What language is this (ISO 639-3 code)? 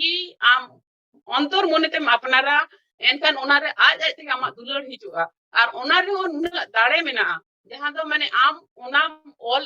sat